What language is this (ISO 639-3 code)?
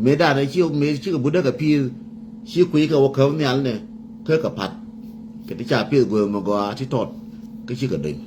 nus